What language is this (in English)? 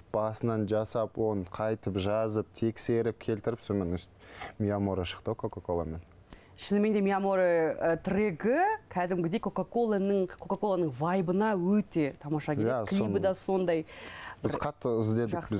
Kazakh